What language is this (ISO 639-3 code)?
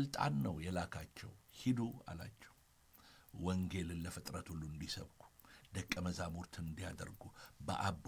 amh